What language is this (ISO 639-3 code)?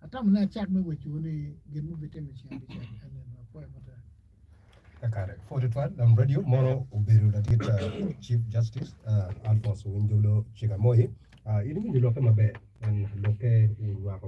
ach